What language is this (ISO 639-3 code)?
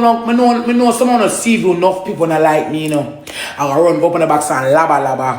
jam